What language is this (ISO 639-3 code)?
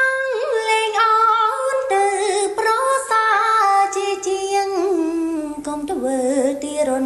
khm